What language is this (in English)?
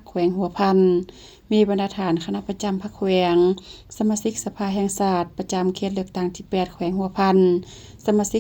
Lao